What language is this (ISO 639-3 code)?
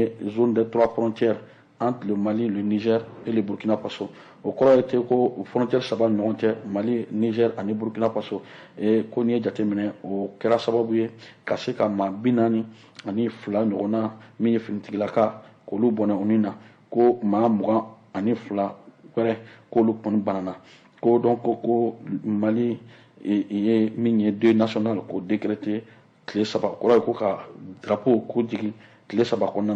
bam